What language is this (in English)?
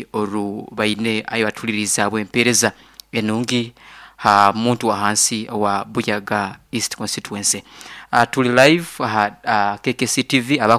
Nyoro